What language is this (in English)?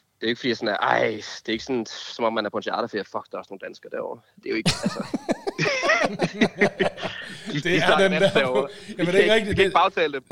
Danish